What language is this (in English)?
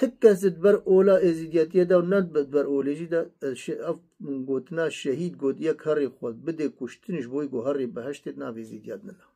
Kurdish